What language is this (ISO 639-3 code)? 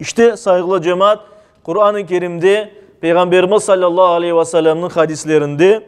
crh